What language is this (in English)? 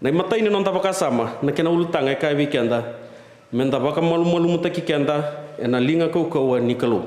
Fijian